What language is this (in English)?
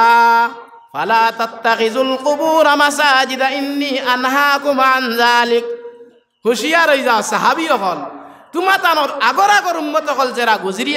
Sylheti